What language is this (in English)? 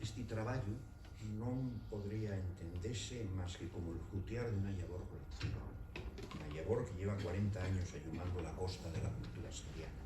Asturian